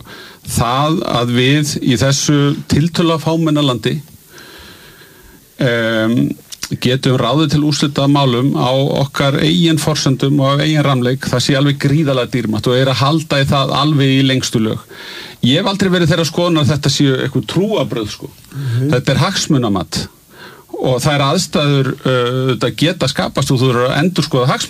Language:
Icelandic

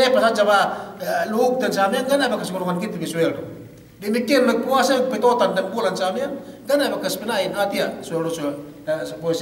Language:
Yakan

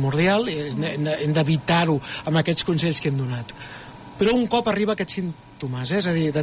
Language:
Catalan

